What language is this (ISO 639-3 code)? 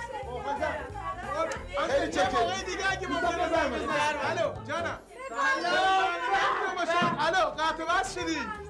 fas